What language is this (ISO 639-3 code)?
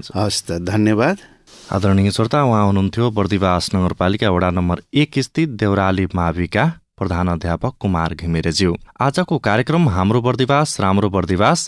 nep